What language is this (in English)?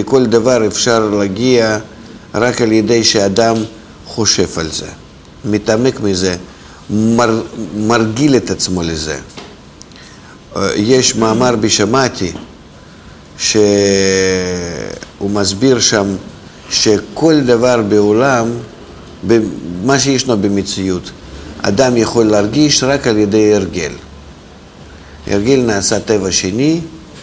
Hebrew